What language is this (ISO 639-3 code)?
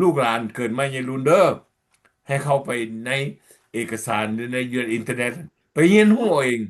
lao